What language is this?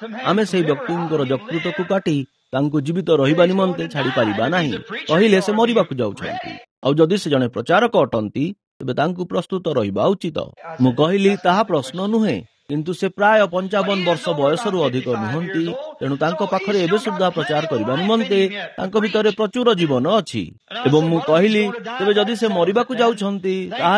Odia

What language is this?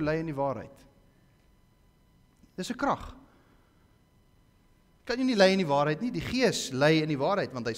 Afrikaans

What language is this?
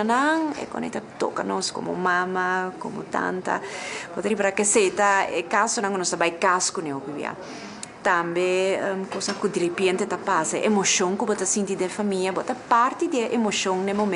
Papiamento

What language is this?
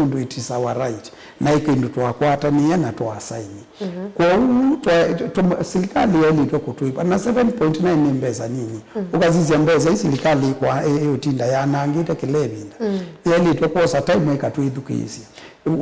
Kamba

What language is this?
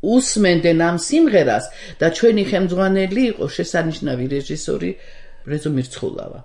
Georgian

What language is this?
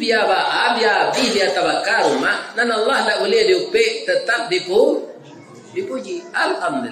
Minangkabau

